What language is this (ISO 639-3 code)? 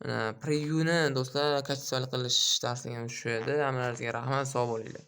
uzb